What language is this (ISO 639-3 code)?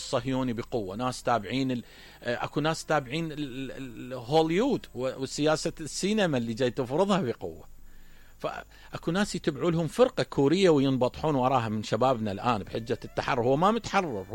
acm